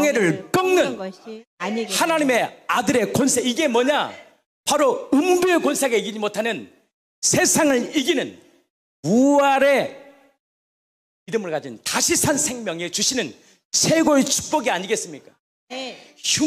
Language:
Korean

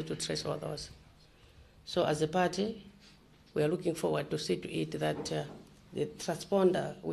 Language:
Nyanja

